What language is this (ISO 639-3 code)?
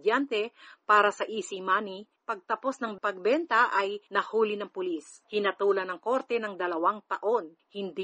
fil